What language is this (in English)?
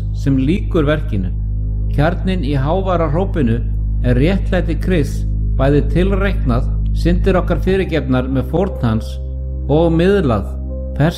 Icelandic